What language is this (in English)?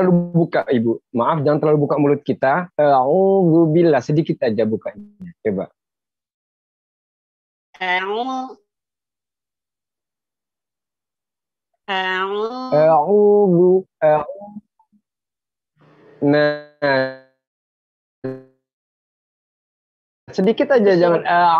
Indonesian